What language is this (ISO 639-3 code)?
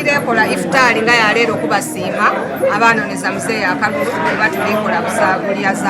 xog